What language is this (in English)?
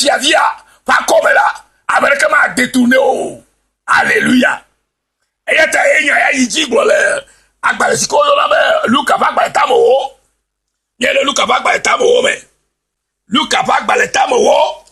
Ewe